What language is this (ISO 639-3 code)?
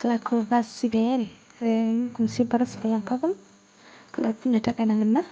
brx